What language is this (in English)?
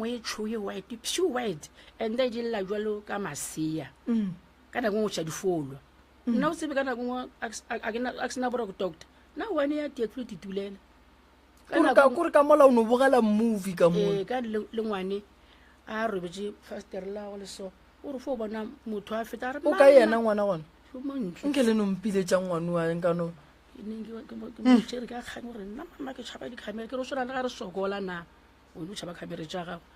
Northern Sotho